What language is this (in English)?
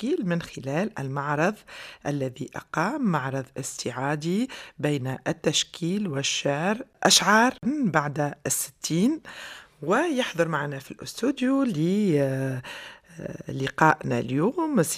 Tunisian Arabic